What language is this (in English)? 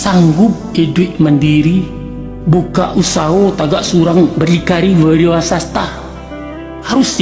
Minangkabau